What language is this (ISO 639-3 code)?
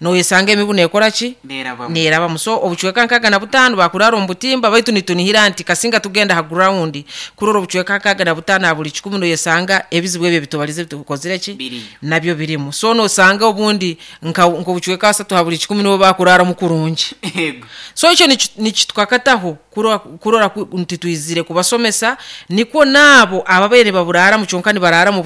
nyo